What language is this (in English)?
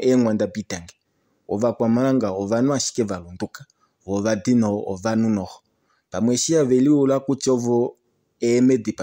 Kuanyama